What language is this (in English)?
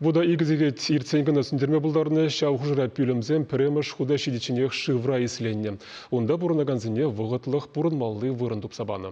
Chuvash